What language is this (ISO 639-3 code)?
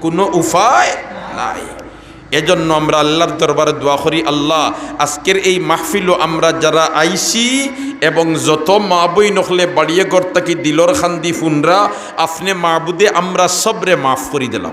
syl